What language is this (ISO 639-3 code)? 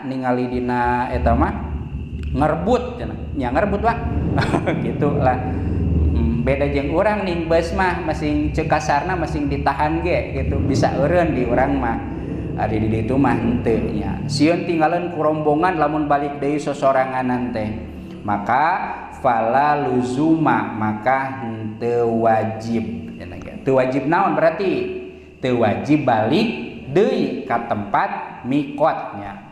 sun